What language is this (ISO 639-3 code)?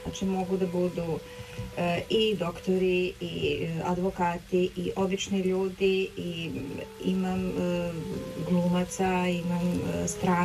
srp